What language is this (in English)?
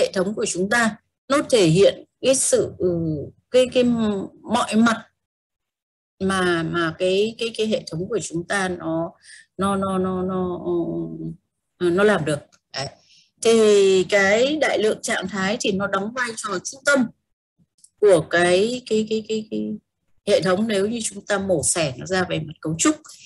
Vietnamese